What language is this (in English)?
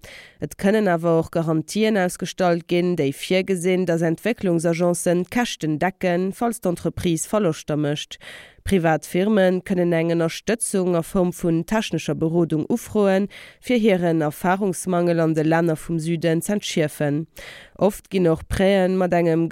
Luxembourgish